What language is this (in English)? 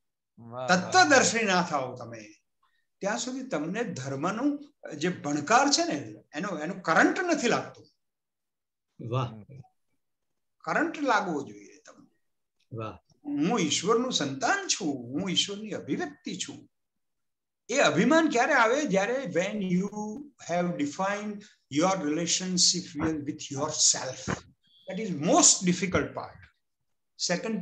Gujarati